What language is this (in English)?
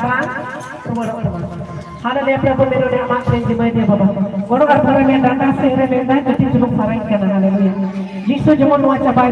Santali